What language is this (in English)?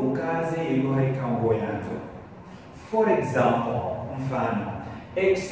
Ngazidja Comorian